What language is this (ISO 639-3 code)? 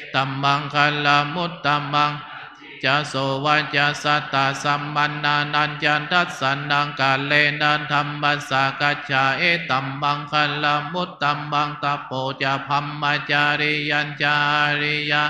pli